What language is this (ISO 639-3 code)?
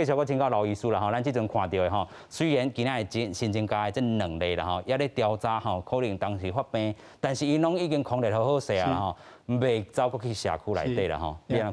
nan